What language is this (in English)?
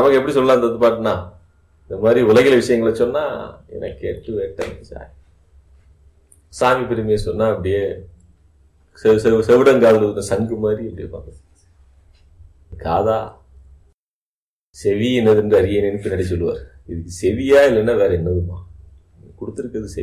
Tamil